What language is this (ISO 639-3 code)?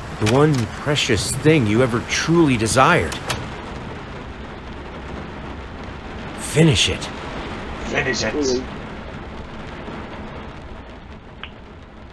nld